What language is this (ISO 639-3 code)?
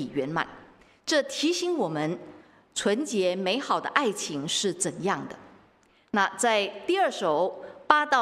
zho